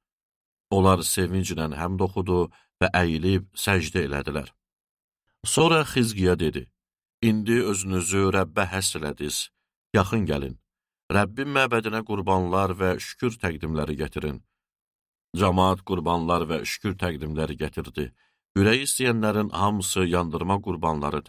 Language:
Azerbaijani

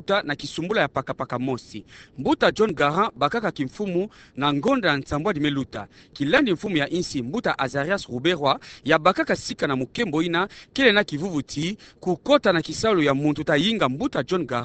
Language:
Kituba (Democratic Republic of Congo)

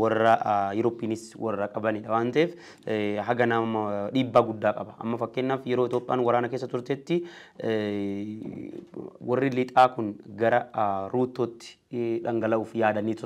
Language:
Oromo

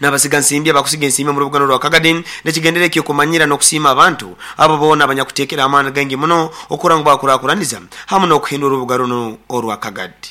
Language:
Nyoro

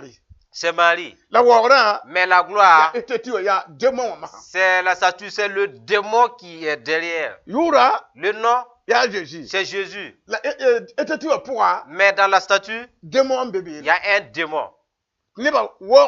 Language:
Mossi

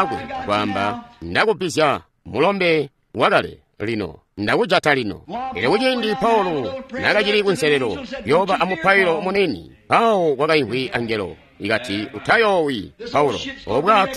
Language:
Tonga (Zambia)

